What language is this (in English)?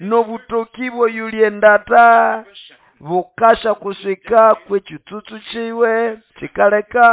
Nande